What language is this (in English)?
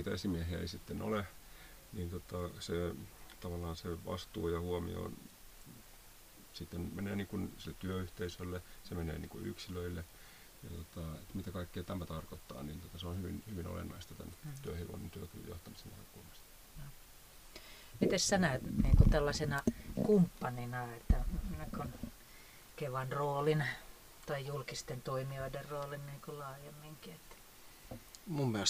Finnish